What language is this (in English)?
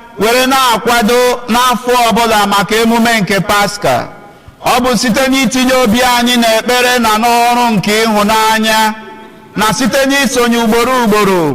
Igbo